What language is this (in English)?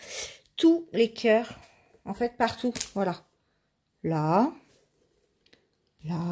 French